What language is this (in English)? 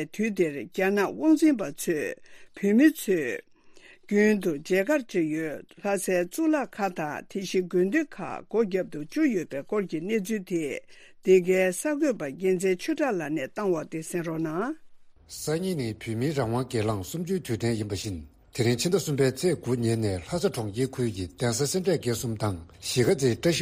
Tibetan